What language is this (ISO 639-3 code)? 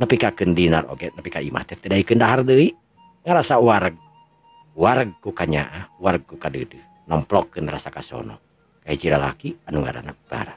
sun